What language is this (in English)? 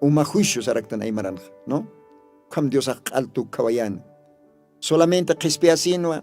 Aymara